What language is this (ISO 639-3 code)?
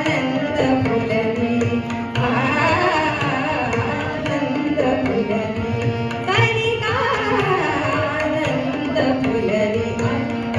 mar